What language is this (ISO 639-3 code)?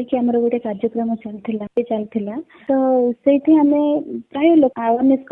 ori